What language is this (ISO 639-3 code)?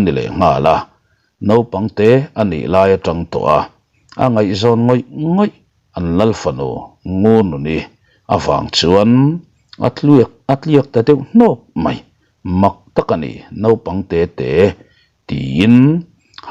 lus